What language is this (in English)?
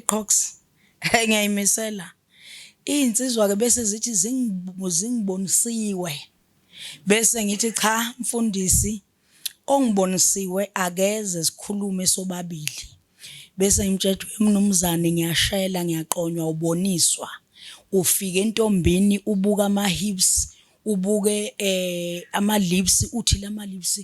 Zulu